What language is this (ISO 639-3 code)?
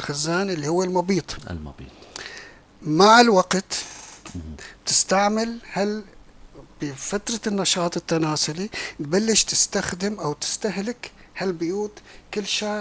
apc